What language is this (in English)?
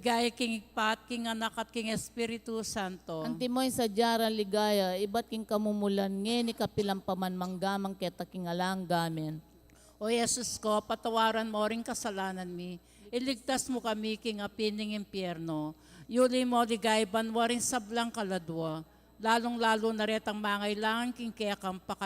Pampanga